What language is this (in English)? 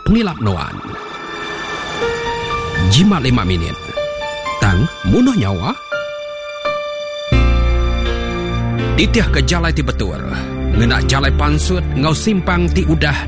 Iban